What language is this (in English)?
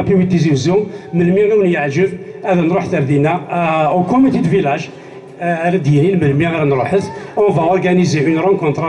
Kabyle